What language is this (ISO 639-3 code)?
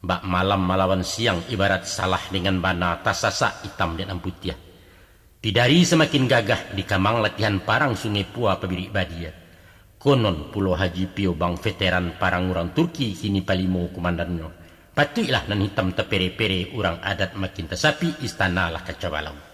min